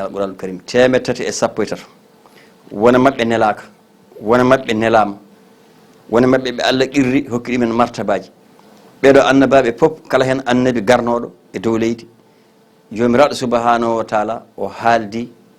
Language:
Fula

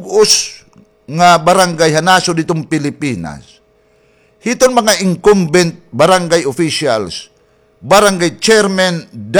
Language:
Waray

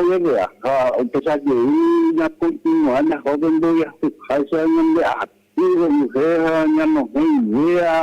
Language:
Guarani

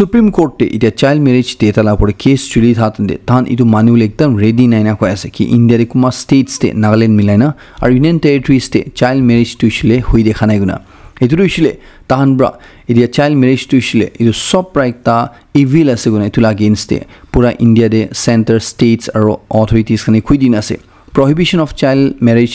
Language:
Naga Pidgin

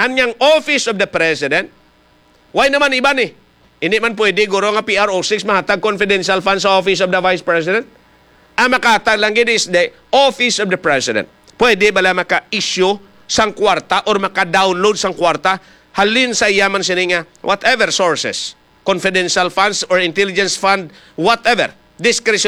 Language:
Hiligaynon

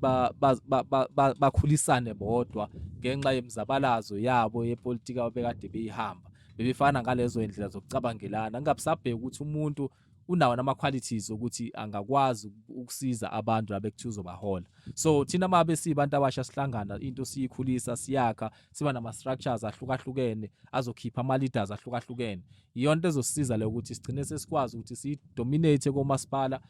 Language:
Zulu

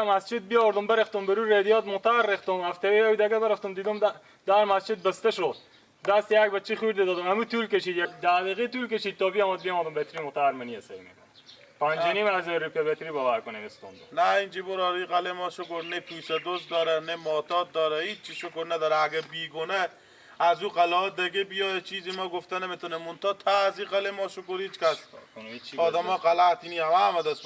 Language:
Persian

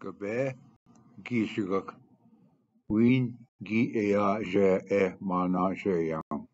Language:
Ojibwa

